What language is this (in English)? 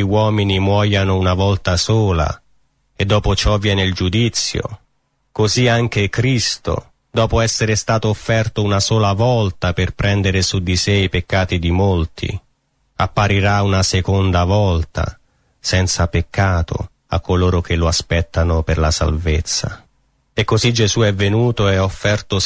Italian